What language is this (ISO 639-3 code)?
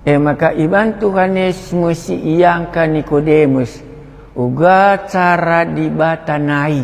btx